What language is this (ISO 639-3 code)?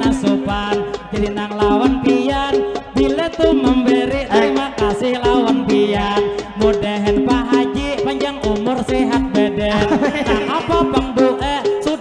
bjn